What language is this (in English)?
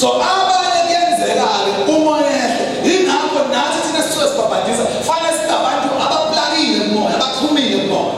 Zulu